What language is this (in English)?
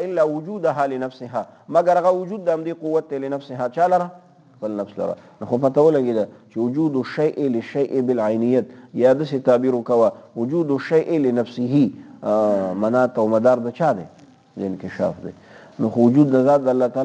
Pashto